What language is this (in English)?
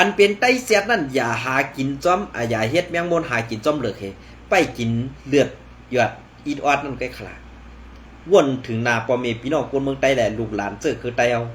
Shan